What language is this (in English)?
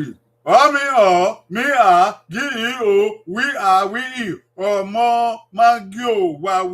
Bini